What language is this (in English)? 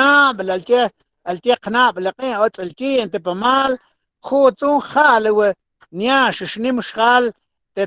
Mam